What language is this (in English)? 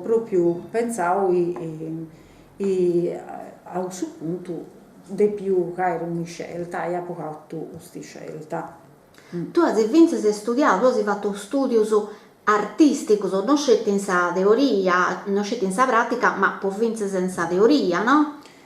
Sardinian